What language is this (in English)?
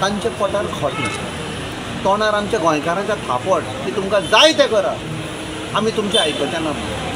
Konkani